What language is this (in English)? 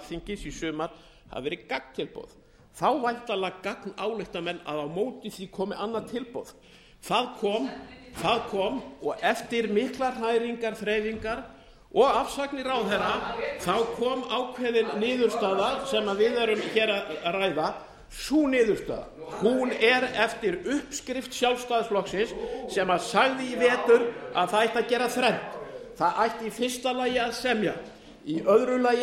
Icelandic